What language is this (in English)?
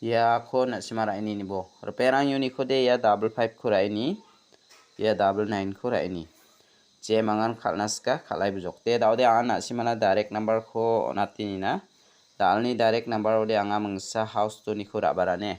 Garo